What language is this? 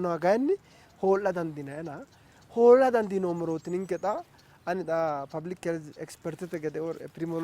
Sidamo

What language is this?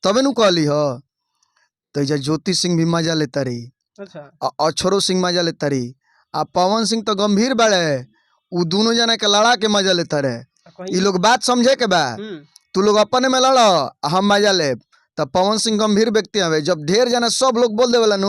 Bhojpuri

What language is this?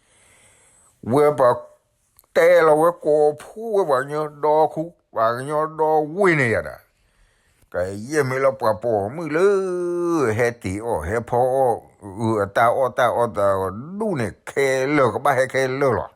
S'gaw Karen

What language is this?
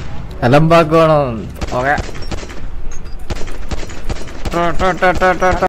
Malayalam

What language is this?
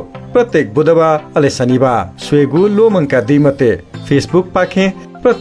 Newari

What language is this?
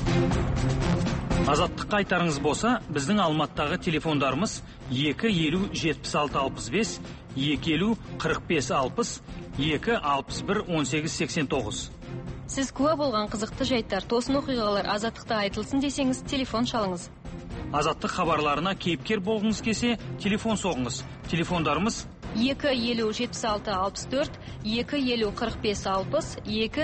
Kazakh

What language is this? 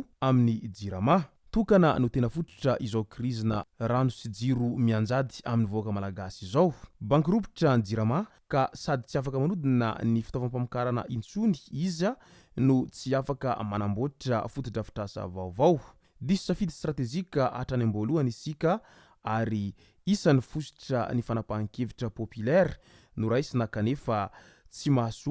Malagasy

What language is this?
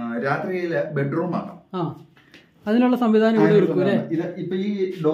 Malayalam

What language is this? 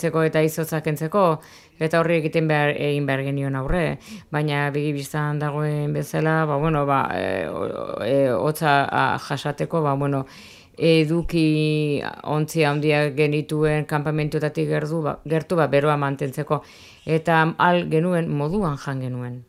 Basque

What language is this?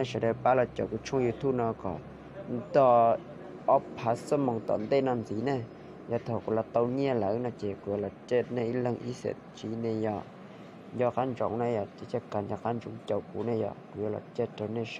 Hmong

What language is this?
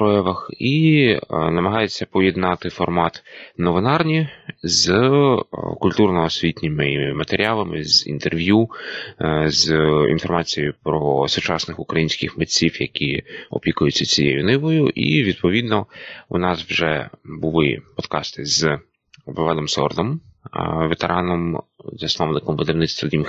Ukrainian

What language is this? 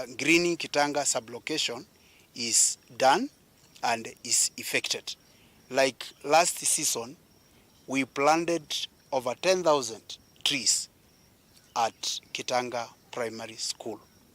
Kamba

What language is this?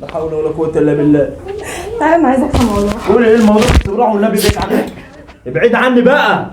Egyptian Arabic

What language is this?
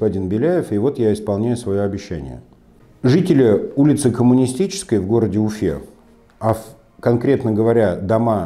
Russian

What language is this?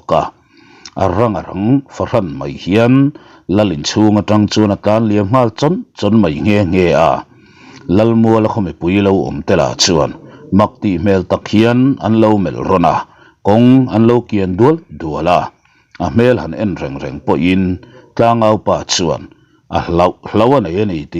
Mizo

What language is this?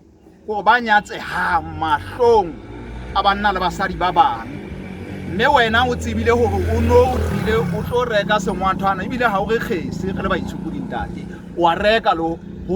Southern Sotho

